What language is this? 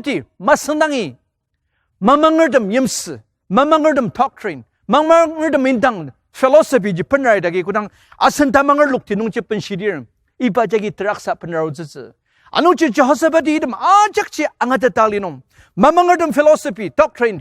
Ao Naga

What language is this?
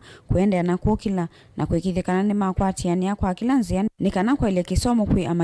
Kamba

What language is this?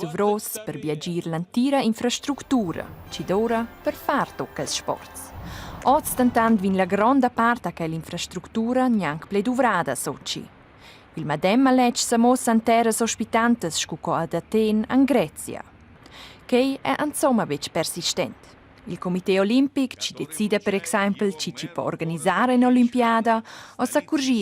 Romansh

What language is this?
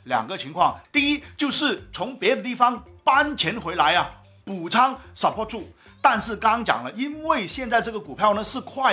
Chinese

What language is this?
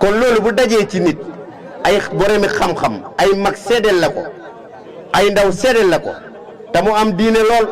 Wolof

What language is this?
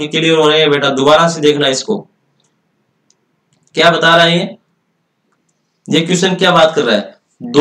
Hindi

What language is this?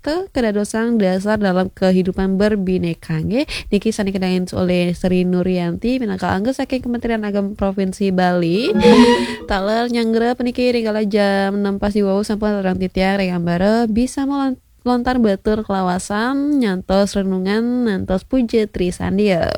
Balinese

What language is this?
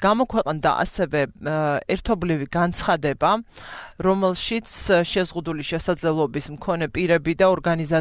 Georgian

